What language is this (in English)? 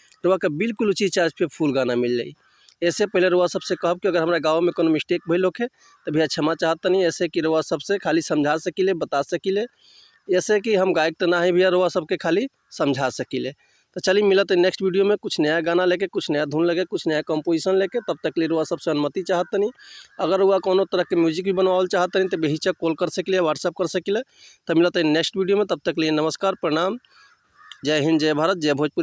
Bhojpuri